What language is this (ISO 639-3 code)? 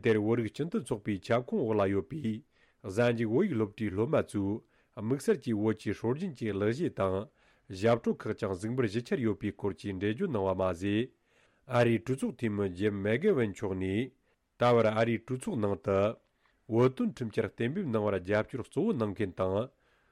bod